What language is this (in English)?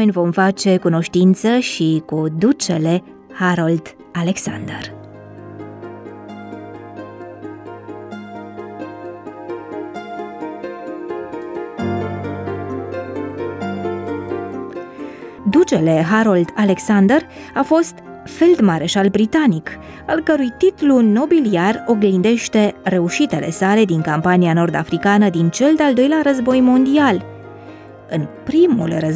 Romanian